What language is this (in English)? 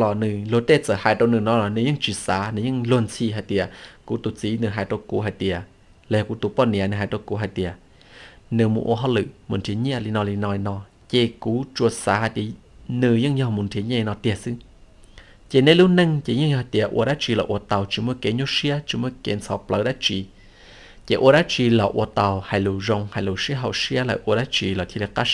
Hmong